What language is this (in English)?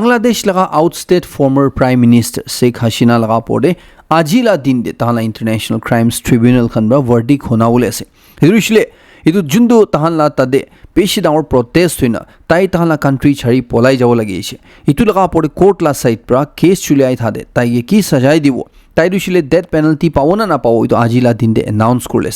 Naga Pidgin